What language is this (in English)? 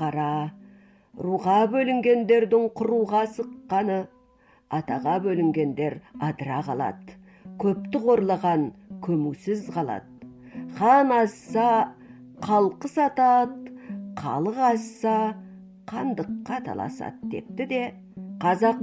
Kazakh